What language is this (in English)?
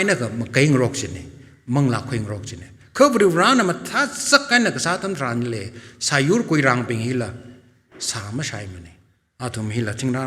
Tangkhul Naga (India)